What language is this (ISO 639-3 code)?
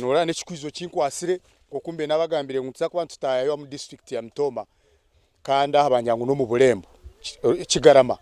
nyn